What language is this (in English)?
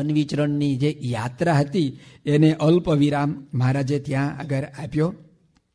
Gujarati